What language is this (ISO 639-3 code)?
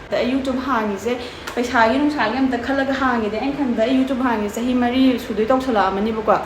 mni